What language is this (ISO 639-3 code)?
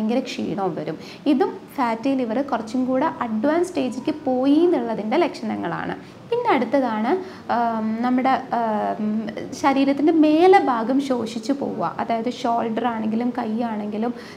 mal